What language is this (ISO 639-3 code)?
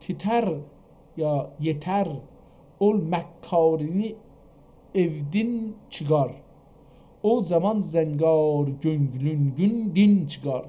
azb